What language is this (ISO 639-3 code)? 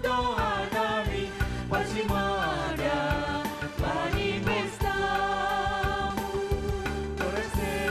bts